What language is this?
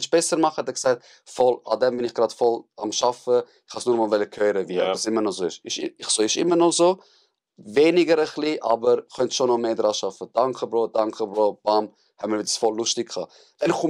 Swiss German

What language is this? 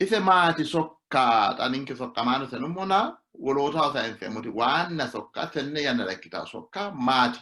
Sidamo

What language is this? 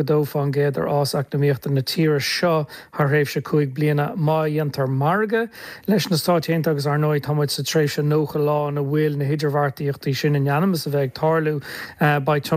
Irish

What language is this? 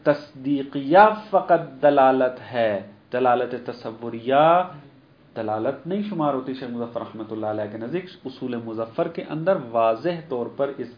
Urdu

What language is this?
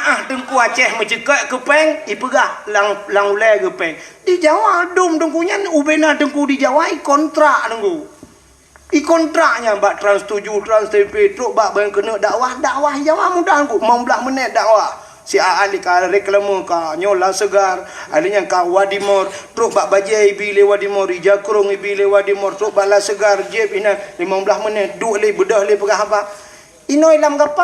Achinese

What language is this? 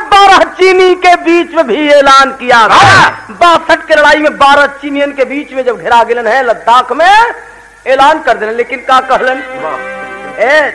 Bhojpuri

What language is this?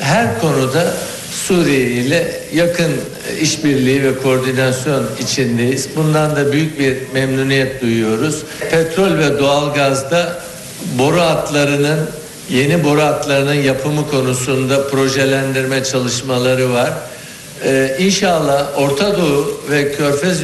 Turkish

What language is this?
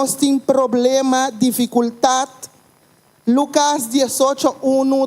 Papiamento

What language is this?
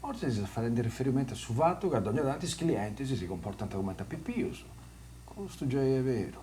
Sardinian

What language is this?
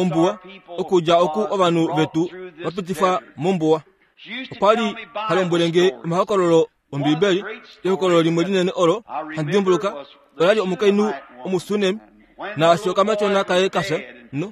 Kuanyama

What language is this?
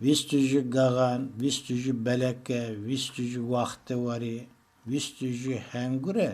Zaza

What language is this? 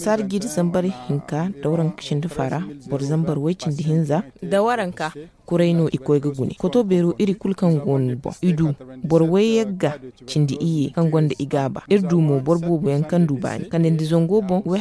Zarma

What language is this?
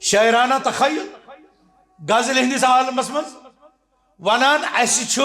Kashmiri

